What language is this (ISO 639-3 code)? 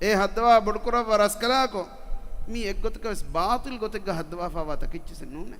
div